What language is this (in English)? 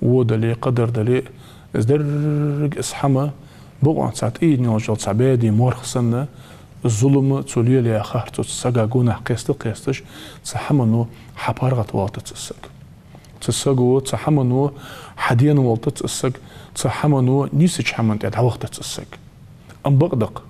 Ingush